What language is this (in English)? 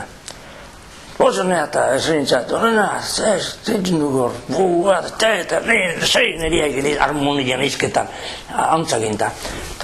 Basque